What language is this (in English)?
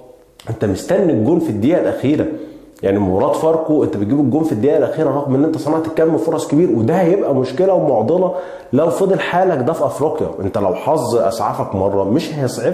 Egyptian Arabic